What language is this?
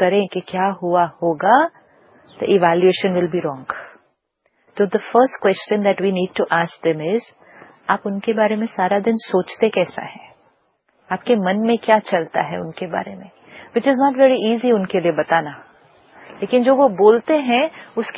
Hindi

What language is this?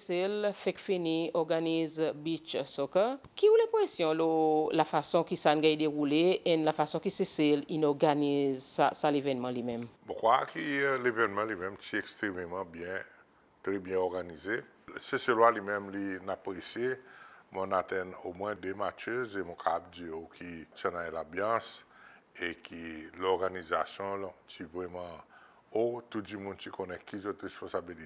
Seselwa Creole French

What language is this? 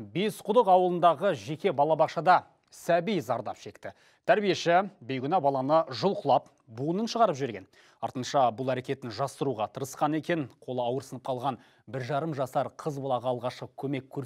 Kazakh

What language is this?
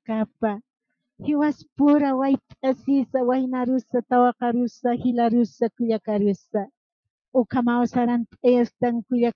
Aymara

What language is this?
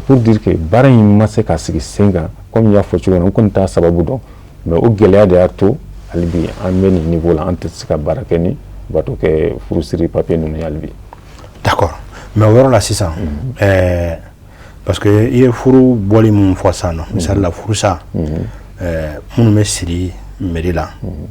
Bambara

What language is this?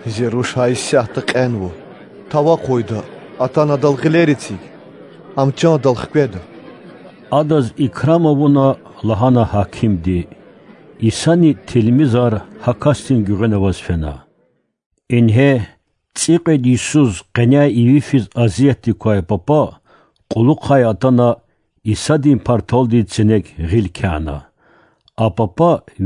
Lezghian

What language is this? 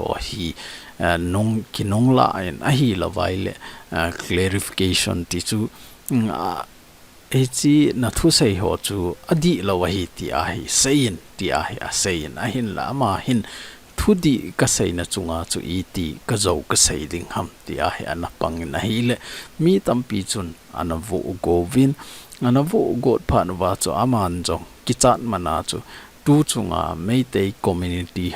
Thado Chin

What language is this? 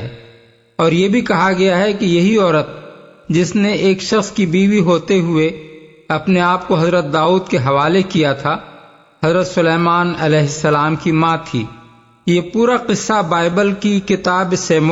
Urdu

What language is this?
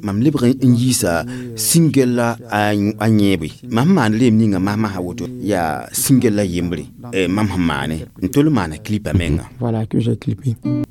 Mossi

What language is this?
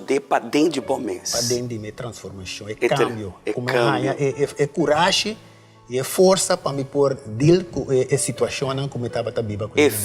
Papiamento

